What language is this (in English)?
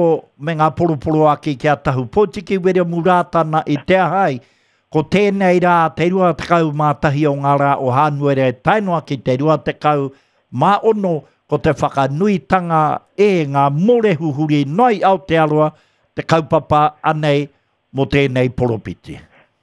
Māori